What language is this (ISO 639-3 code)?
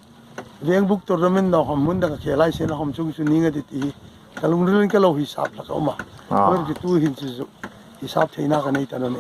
hmr